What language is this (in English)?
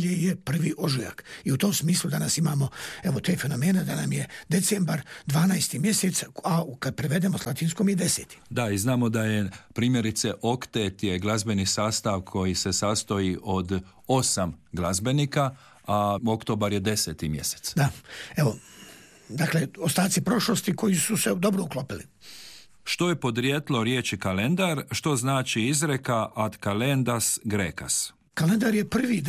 Croatian